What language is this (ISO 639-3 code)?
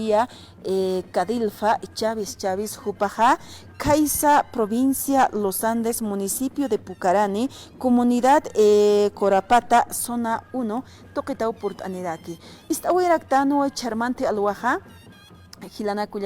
aym